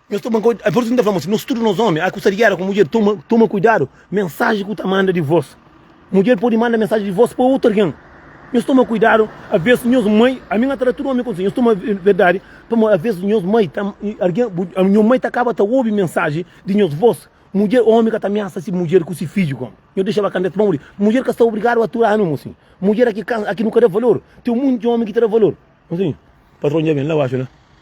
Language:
Kabuverdianu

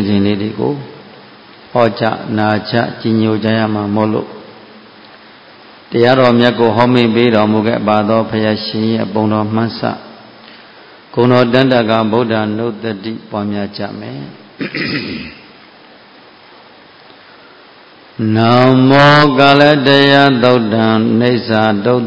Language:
Burmese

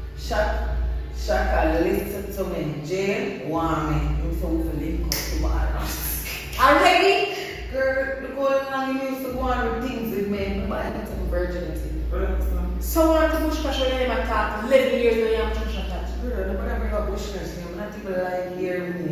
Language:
Jamaican Creole English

